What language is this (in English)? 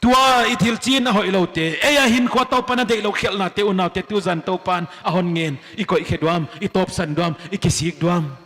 Paite Chin